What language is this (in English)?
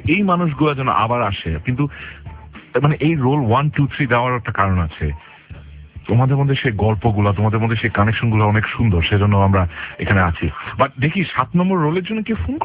Bangla